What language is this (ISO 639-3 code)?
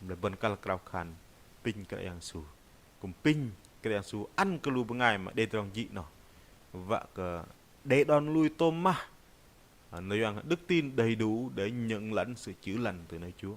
bdq